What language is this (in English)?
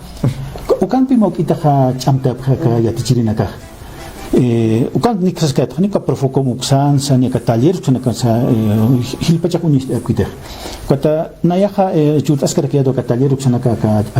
Aymara